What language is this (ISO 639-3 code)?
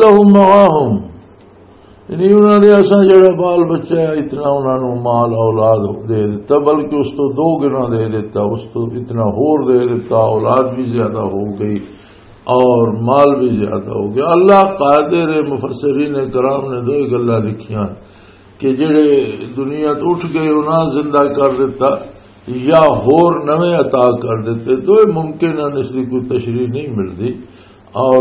lah